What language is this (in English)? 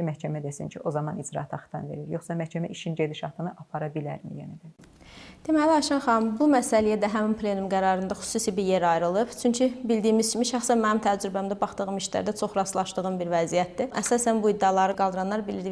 Azerbaijani